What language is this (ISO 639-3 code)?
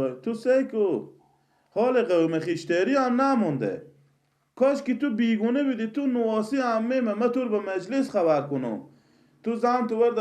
fas